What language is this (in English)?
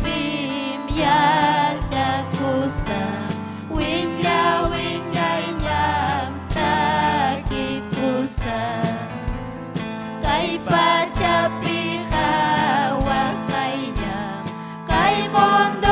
Ayacucho Quechua